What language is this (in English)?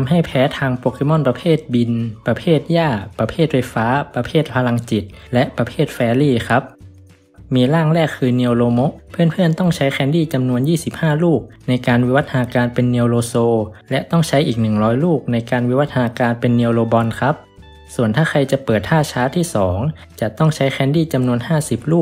Thai